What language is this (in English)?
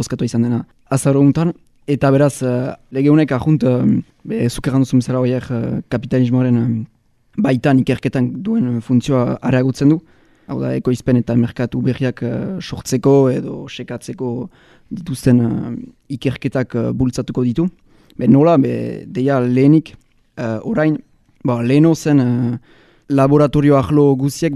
Basque